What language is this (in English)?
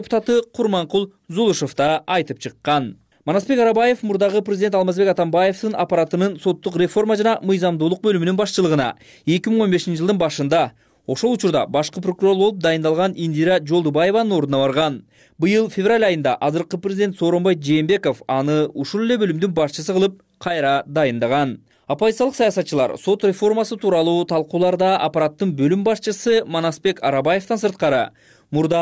Kyrgyz